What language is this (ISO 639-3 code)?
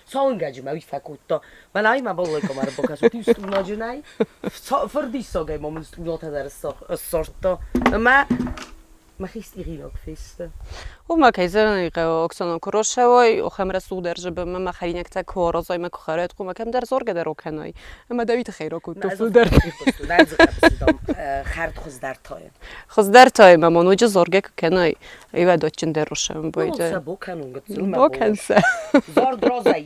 oss